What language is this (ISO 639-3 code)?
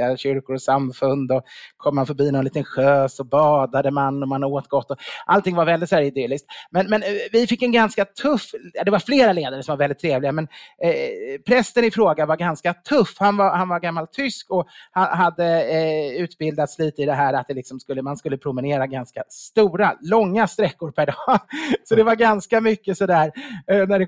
swe